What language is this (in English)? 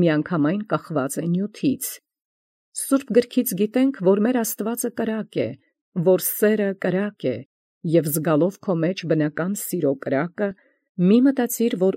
Armenian